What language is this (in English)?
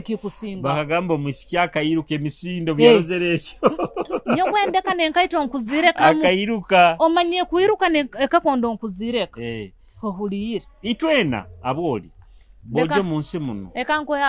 Nyoro